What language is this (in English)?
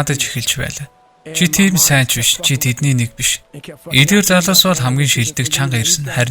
Mongolian